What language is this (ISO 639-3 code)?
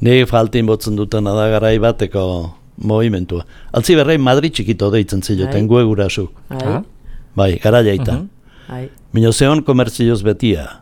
eus